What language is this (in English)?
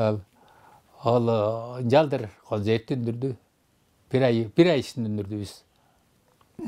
Tuvinian